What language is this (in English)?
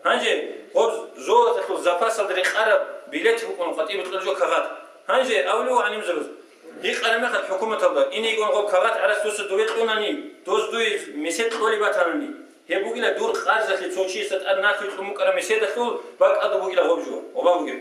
Avaric